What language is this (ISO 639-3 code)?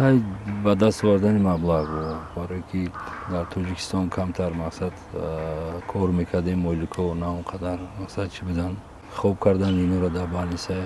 tgk